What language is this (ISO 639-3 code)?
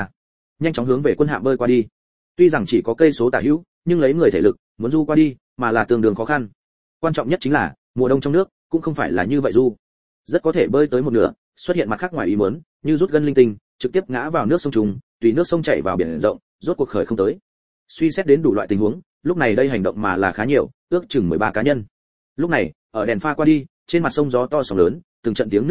vie